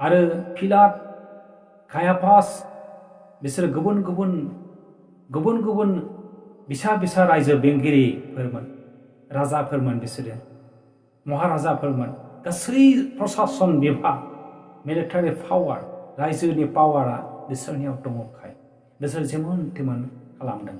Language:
Bodo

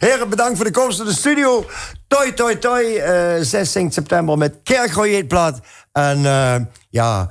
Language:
Limburgish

